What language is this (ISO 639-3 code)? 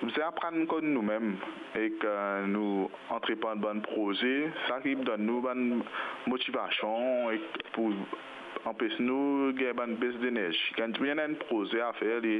mfe